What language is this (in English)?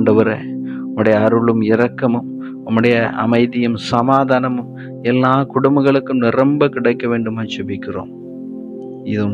Tamil